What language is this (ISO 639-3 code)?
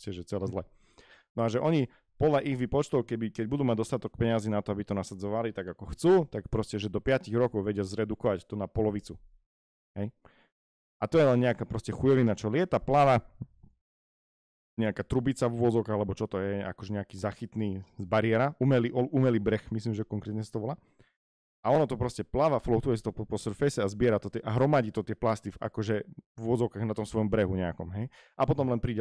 slk